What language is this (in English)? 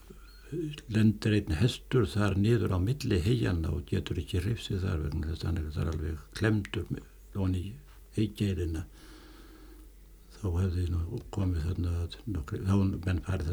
Icelandic